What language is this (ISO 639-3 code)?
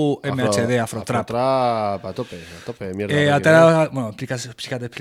eus